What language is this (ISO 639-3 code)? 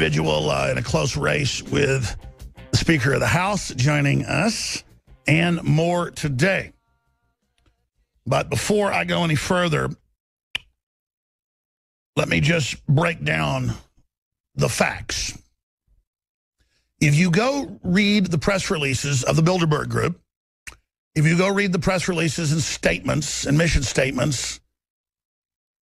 eng